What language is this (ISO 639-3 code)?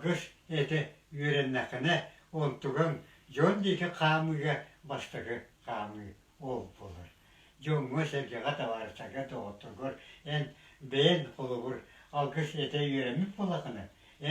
sah